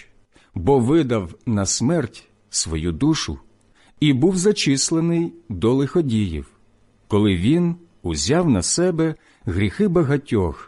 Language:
Ukrainian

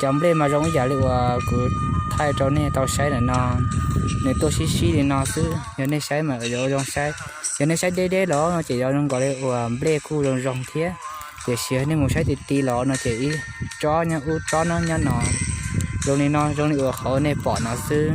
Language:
Hmong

